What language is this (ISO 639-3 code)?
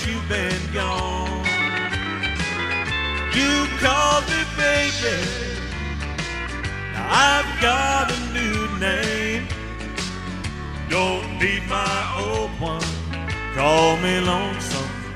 eng